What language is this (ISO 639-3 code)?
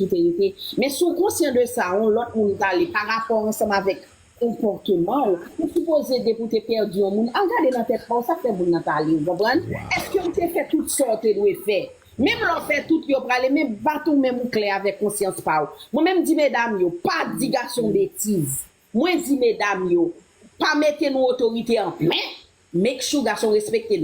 hat